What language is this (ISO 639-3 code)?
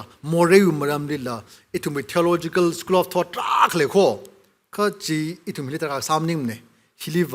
nmf